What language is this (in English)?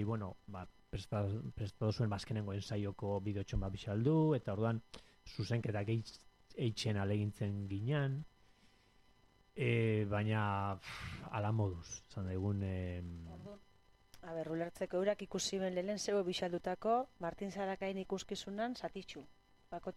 Basque